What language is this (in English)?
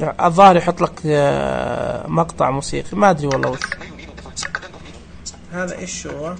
Najdi Arabic